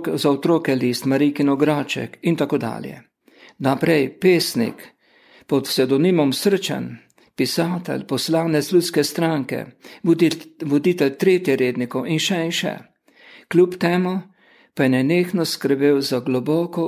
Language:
Slovenian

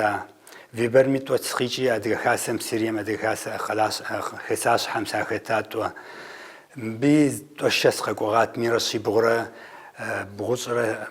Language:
Kabardian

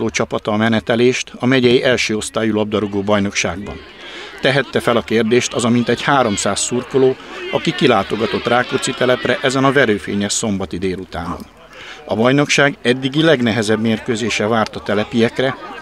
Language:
Hungarian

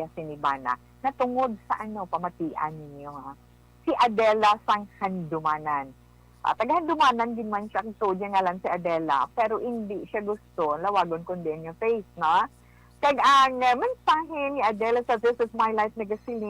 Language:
Hiligaynon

